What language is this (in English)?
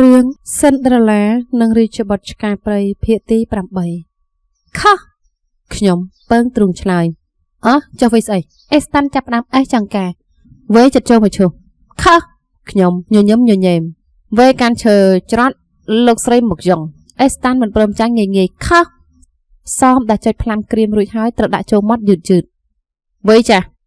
Khmer